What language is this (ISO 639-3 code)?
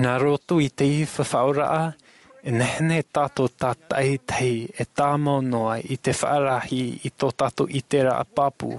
tah